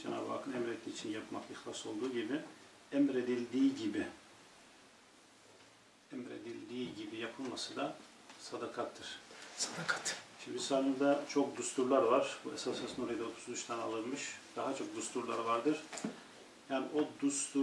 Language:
Turkish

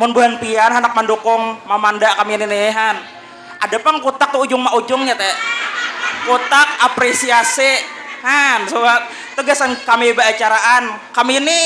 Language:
Banjar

